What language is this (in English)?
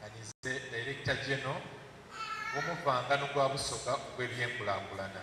Soga